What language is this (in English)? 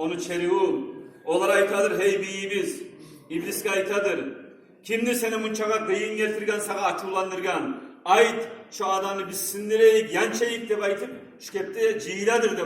Kumyk